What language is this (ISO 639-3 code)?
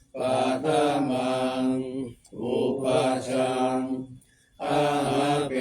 pli